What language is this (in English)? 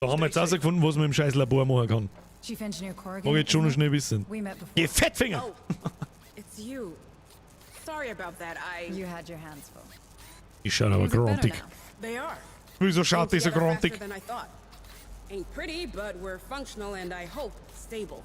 Bavarian